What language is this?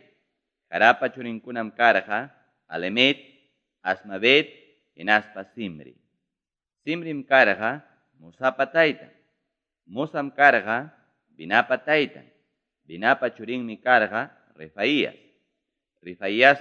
Ayacucho Quechua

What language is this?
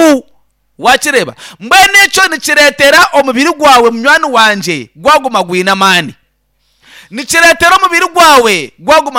Nyankole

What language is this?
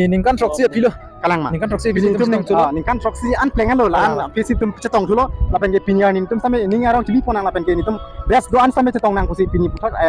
Karbi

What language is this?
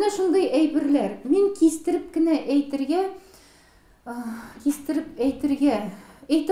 Tatar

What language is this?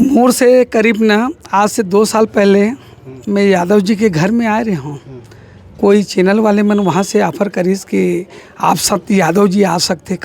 Chhattisgarhi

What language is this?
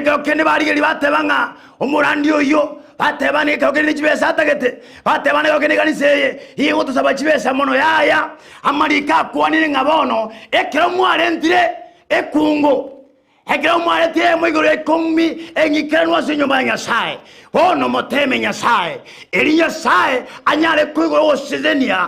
Gusii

